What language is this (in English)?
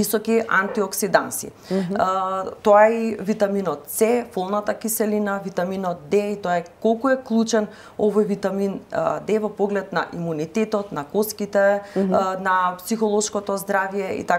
Macedonian